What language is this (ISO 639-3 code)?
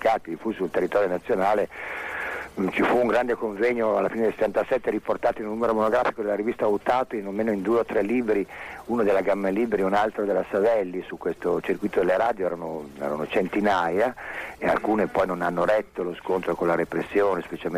ita